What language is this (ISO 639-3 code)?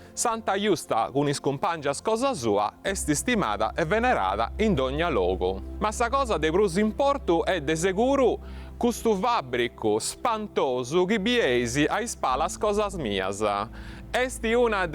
srd